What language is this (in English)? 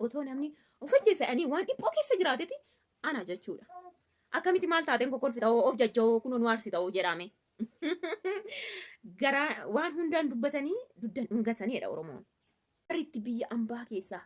Oromo